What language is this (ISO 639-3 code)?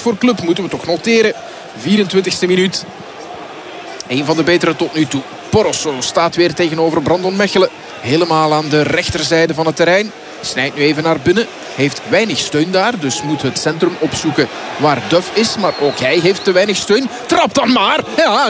nld